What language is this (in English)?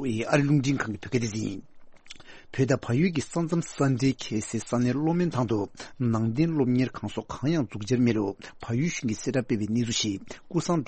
Tibetan